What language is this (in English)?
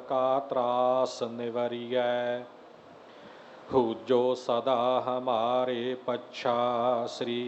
Punjabi